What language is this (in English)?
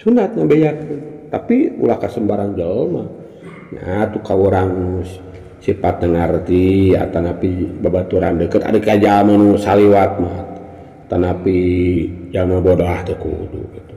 Sundanese